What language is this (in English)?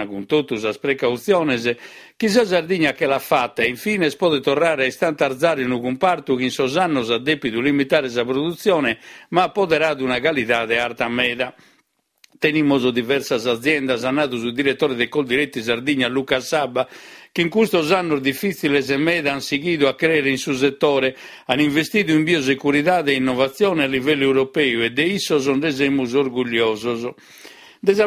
Sardinian